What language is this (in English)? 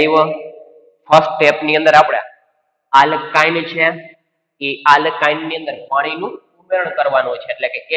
Gujarati